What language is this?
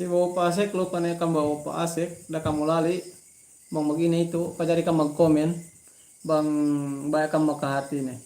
Yakan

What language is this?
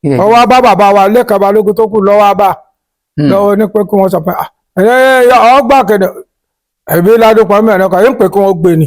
Yoruba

